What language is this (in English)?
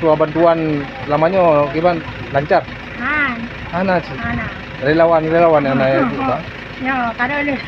Achinese